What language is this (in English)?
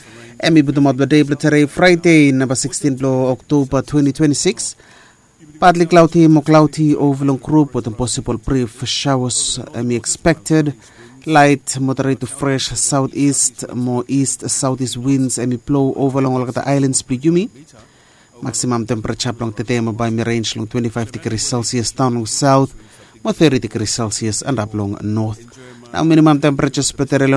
Bislama